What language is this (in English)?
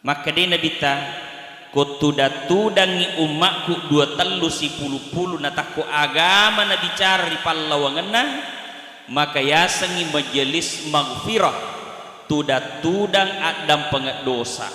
Buginese